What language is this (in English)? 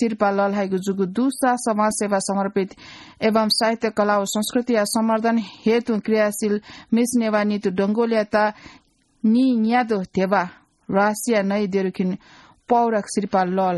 Newari